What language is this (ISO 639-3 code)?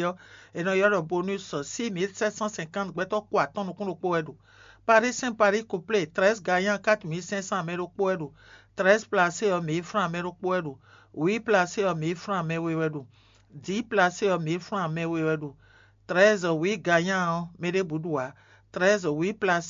fon